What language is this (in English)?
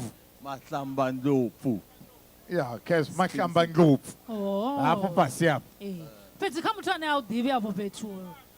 Venda